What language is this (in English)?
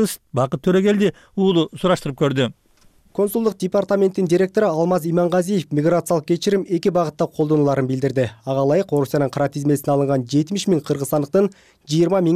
Kyrgyz